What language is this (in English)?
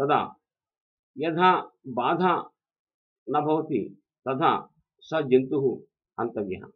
Sanskrit